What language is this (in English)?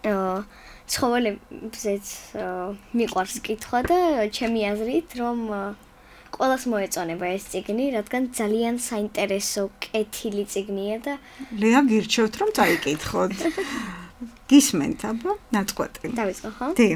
Georgian